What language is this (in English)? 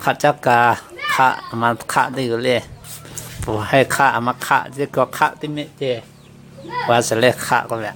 Lahu